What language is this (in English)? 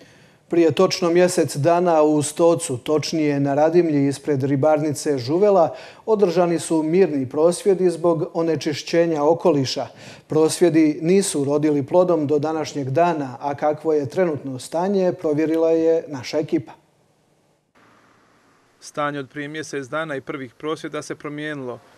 Croatian